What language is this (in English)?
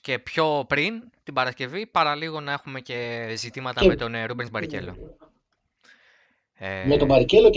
Greek